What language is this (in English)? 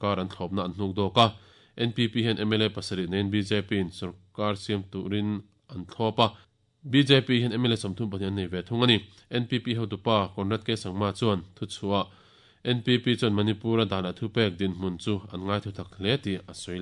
Mizo